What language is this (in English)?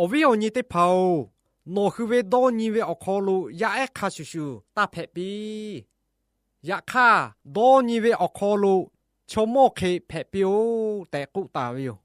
Lahu